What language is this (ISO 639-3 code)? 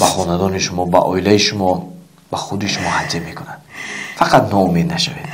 tgk